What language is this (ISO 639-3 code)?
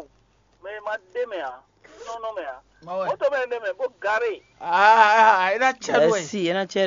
fon